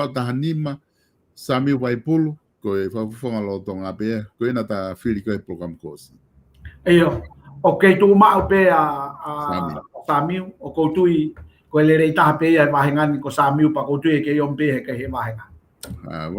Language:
Tongan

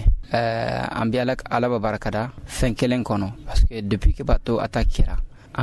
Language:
Bambara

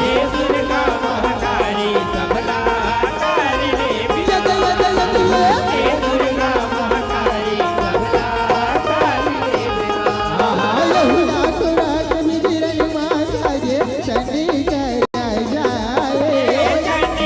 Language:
Chhattisgarhi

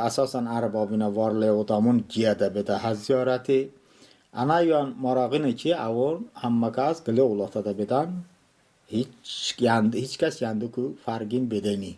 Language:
Talysh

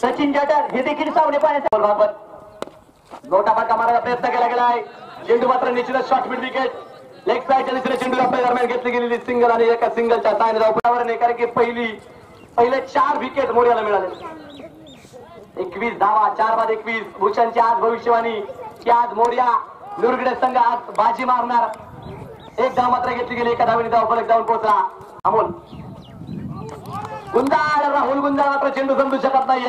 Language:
Marathi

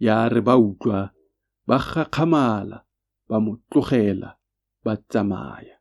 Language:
Tswana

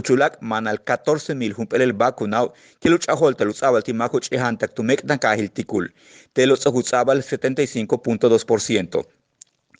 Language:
Yucateco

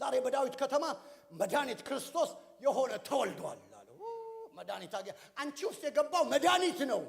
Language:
Amharic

